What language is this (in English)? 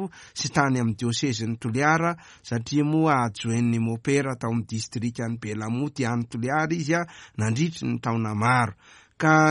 Malagasy